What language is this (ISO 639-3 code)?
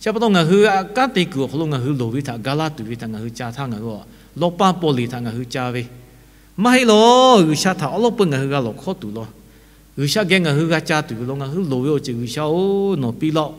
lhu